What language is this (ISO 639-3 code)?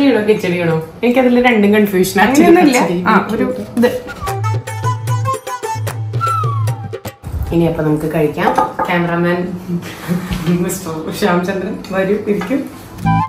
mal